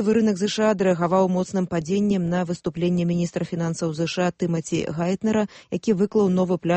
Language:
Belarusian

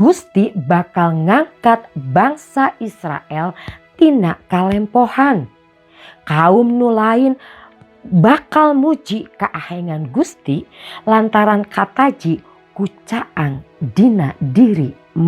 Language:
Sundanese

